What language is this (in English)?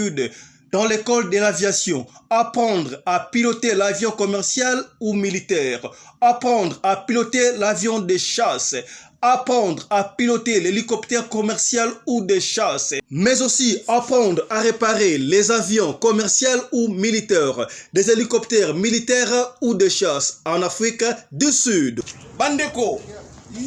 Lingala